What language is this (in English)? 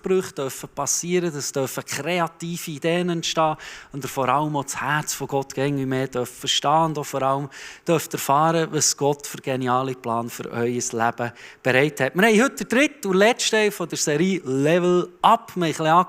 Swiss German